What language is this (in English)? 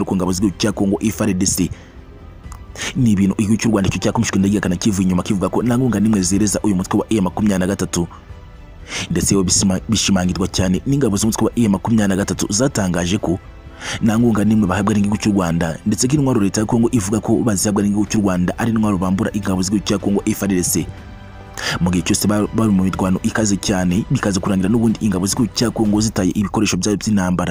Kinyarwanda